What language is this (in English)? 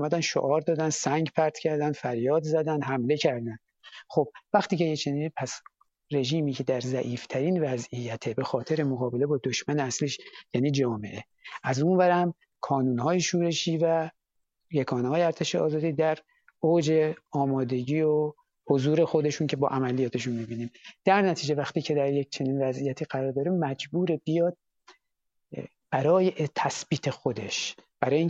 Persian